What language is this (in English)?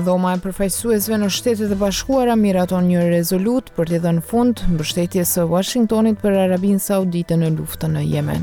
Albanian